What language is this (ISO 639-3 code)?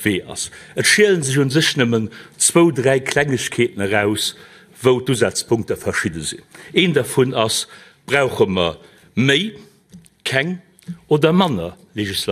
ltz